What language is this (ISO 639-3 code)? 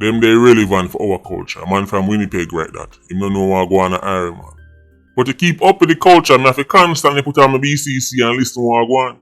jam